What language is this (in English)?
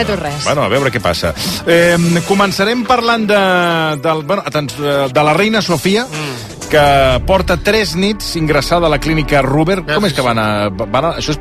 Catalan